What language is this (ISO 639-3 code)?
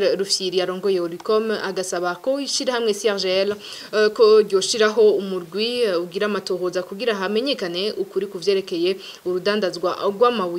run